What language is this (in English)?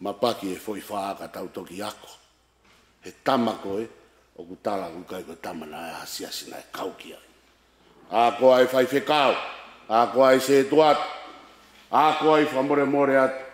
Tongan